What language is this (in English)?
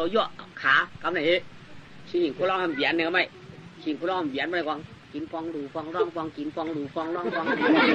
Shan